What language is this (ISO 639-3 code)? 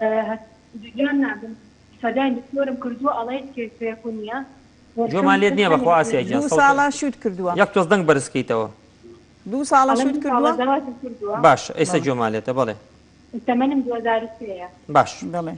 ckb